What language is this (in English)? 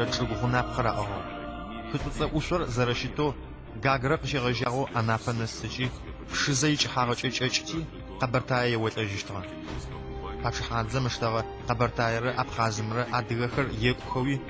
Adyghe